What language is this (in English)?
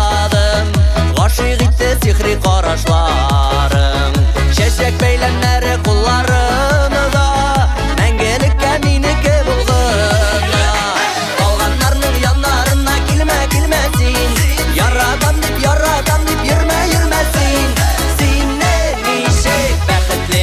Tatar